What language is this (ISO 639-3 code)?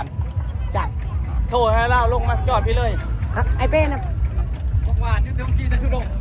lao